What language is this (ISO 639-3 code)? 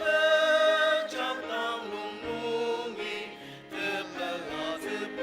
njo